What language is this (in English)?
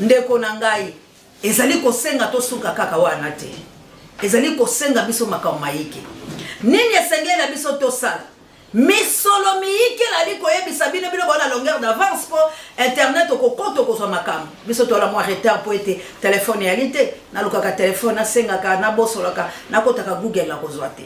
Lingala